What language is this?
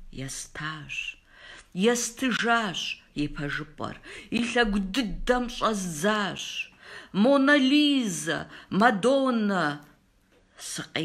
Kabardian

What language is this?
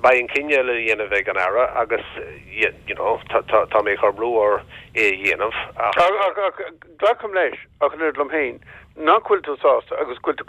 Irish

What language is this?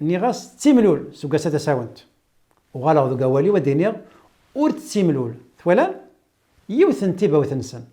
Kabyle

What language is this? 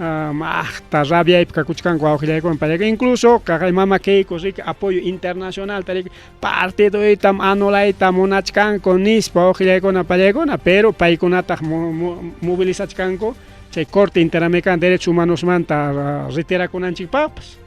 Ayacucho Quechua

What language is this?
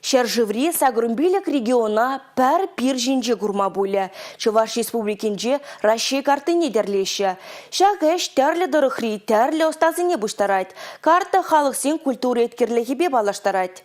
Chuvash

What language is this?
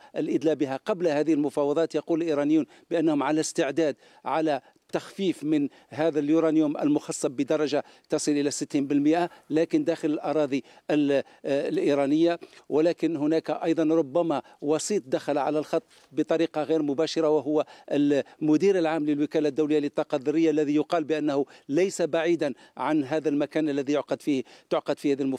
Arabic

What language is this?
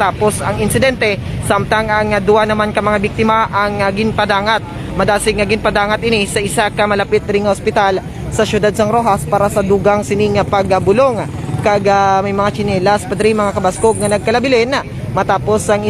Hiligaynon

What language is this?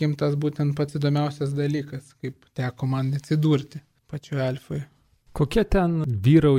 Lithuanian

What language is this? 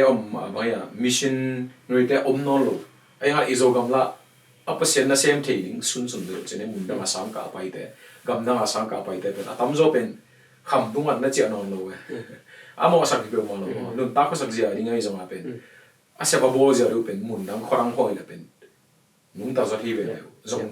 Tedim Chin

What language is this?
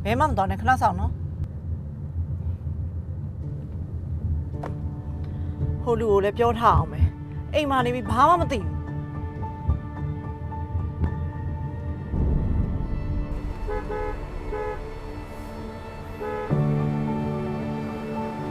Burmese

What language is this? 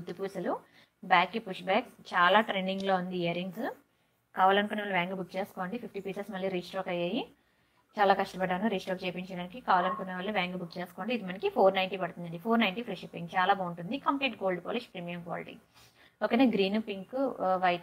Telugu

